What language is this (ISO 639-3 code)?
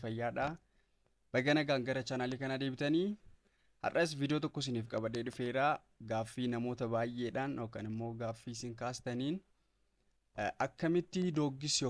orm